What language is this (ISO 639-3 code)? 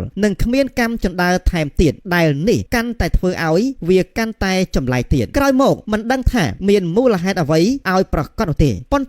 khm